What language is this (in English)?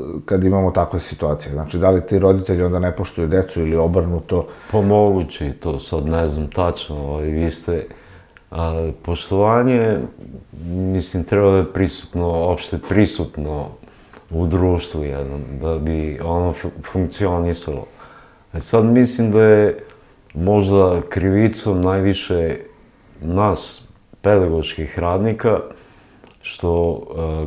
Serbian